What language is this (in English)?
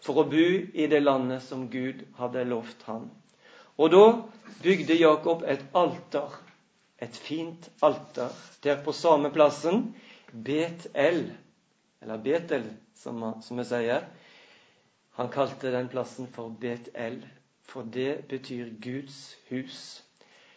Norwegian